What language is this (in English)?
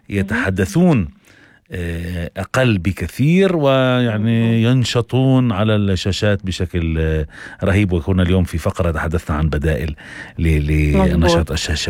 North Levantine Arabic